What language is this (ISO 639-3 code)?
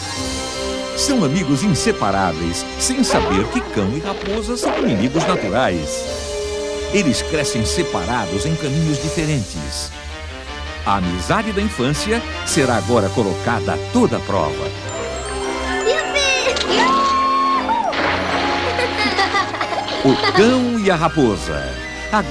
por